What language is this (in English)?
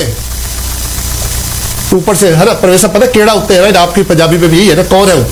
Urdu